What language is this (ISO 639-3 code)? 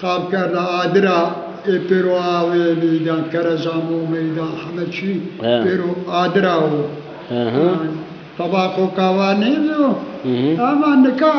zza